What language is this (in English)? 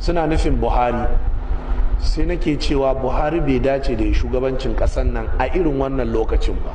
Hausa